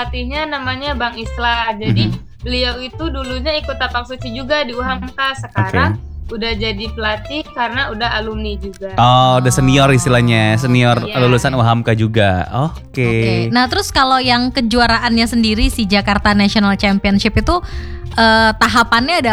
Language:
Indonesian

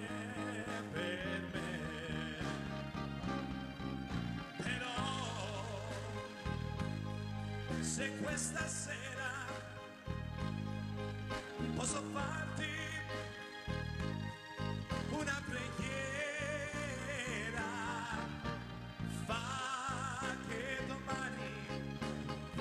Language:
Italian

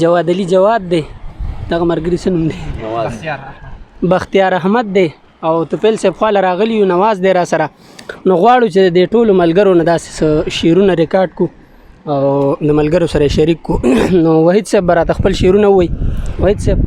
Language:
Pashto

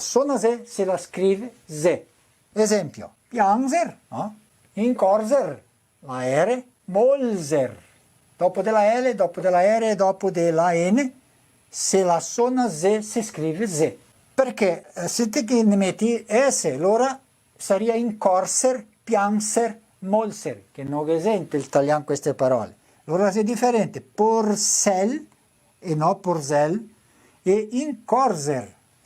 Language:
Venetian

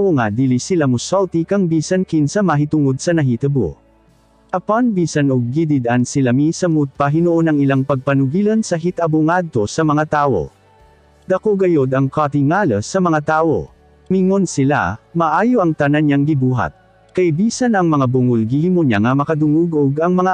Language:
Cebuano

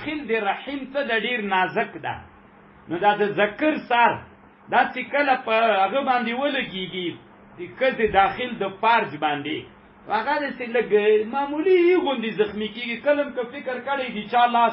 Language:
Pashto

